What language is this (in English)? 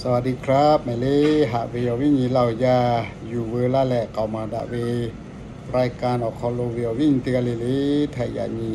Lahu